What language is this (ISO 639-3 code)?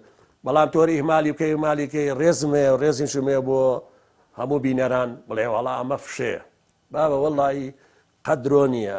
ckb